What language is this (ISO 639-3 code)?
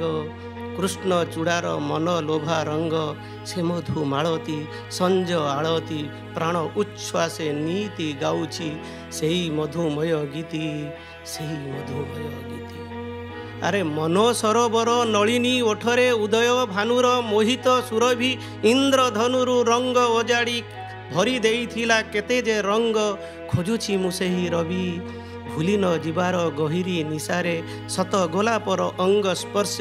ori